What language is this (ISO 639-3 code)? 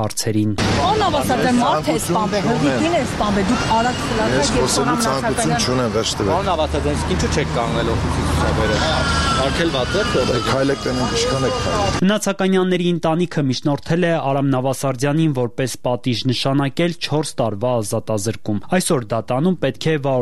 hye